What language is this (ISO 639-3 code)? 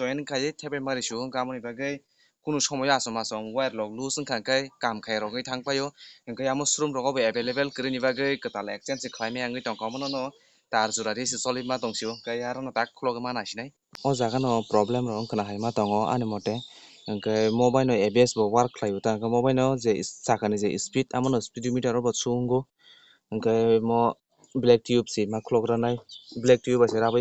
trp